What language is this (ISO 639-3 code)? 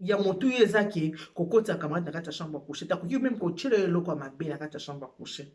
lin